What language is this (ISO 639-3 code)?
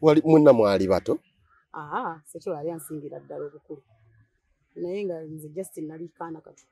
lug